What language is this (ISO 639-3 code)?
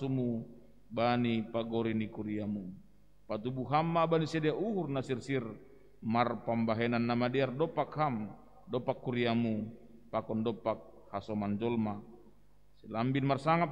bts